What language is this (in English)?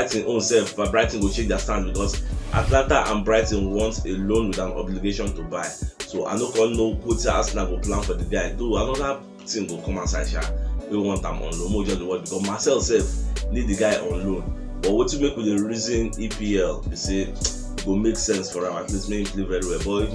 Nigerian Pidgin